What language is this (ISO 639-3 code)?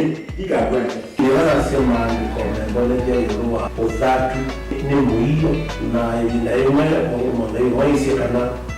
kam